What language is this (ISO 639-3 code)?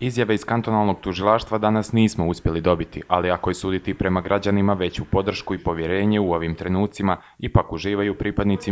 bos